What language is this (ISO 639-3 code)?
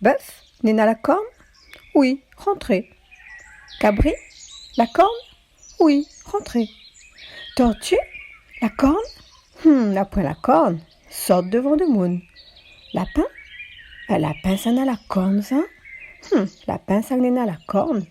rcf